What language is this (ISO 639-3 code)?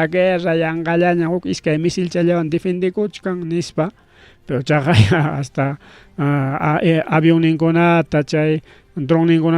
quy